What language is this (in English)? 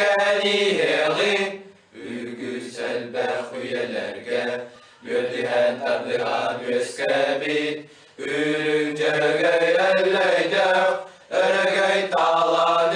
Yakut